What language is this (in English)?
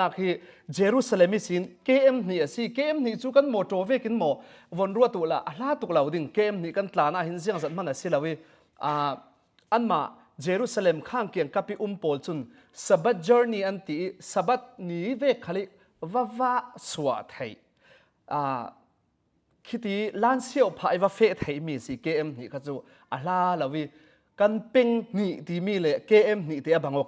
Falam Chin